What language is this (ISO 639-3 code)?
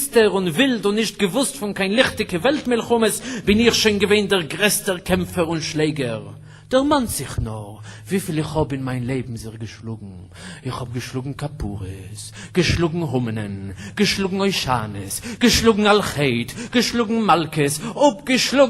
yid